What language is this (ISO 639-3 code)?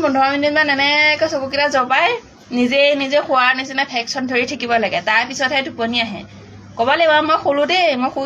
asm